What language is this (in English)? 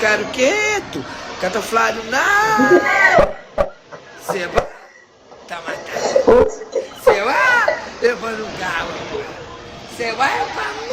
Kabuverdianu